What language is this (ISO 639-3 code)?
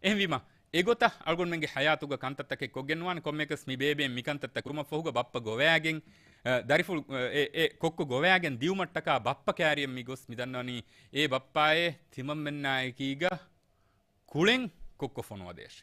div